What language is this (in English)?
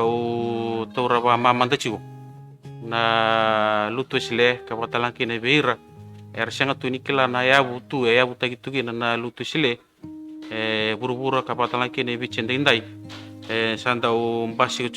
Fijian